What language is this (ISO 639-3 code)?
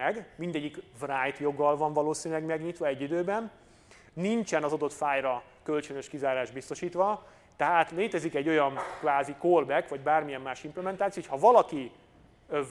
hun